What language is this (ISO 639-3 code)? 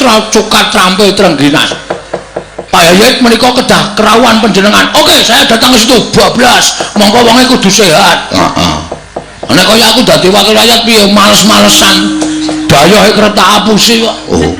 jav